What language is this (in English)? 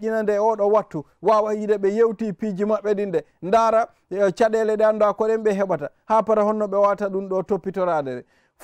Swahili